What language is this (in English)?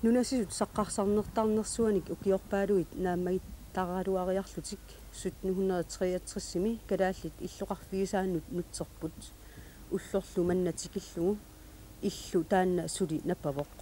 Kalaallisut